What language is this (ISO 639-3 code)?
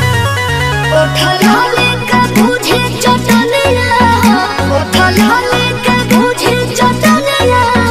bho